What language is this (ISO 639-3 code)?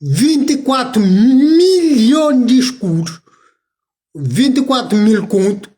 kea